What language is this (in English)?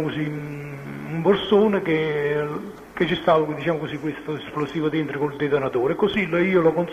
Italian